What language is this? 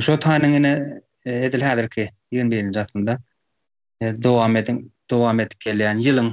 Turkmen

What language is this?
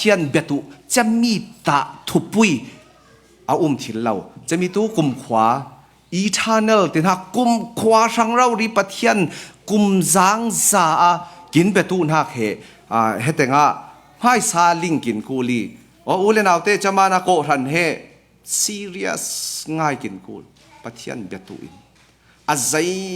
Falam Chin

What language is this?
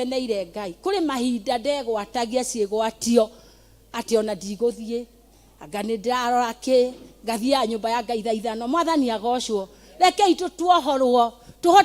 Kikuyu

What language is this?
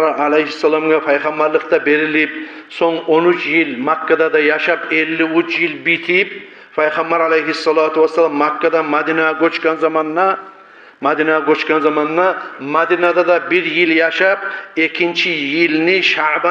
Kumyk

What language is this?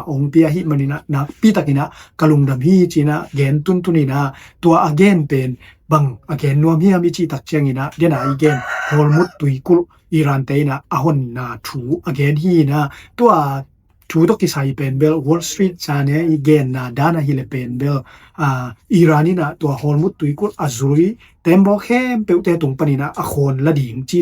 Tedim Chin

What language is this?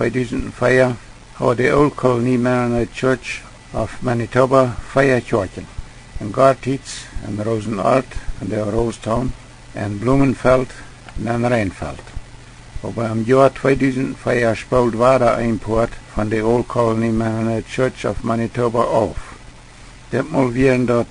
Plautdietsch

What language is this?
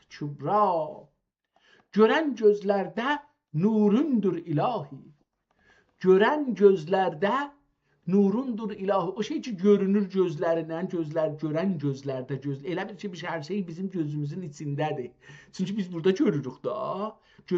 South Azerbaijani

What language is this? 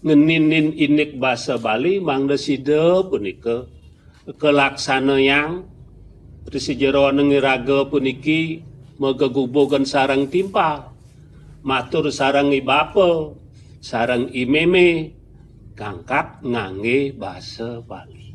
Balinese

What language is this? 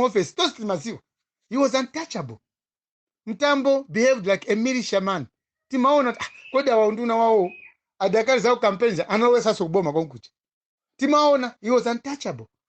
Nyanja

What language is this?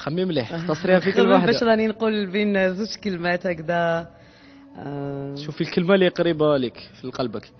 Algerian Arabic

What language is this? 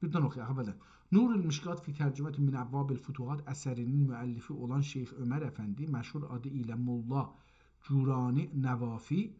South Azerbaijani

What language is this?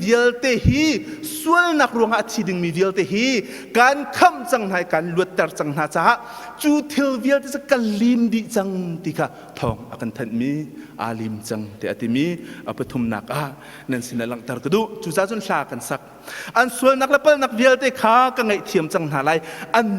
Hakha Chin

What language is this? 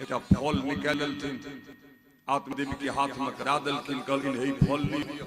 Maithili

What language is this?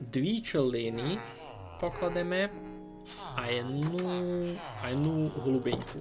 Rusyn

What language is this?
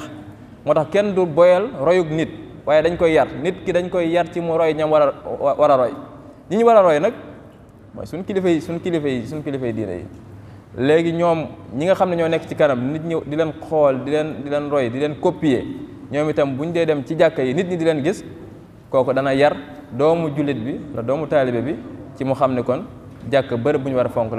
Wolof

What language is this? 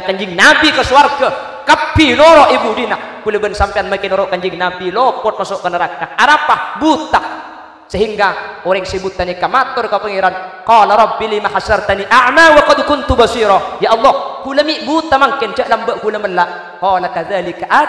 Madurese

